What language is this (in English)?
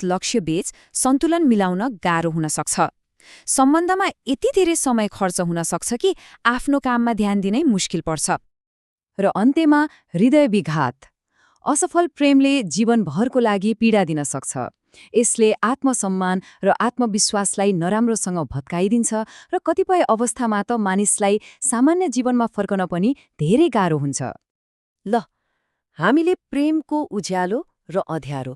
Nepali